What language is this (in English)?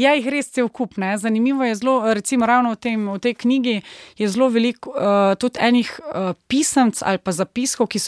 Slovenian